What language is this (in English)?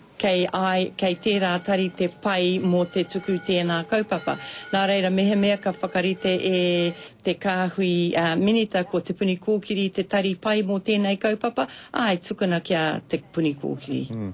Māori